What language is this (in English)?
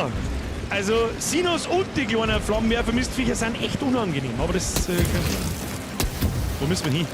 Bavarian